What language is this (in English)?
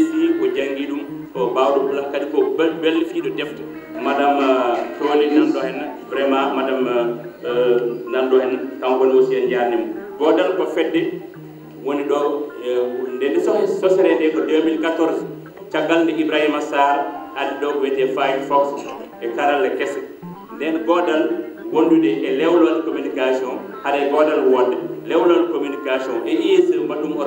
Fula